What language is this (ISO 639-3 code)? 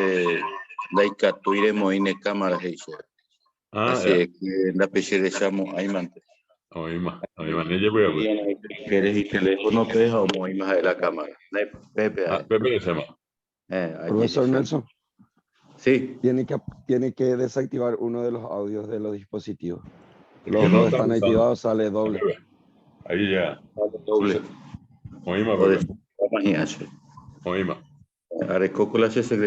grn